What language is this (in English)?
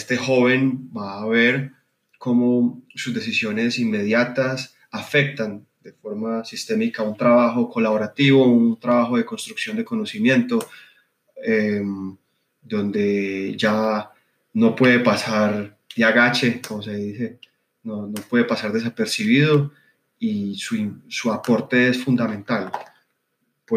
Spanish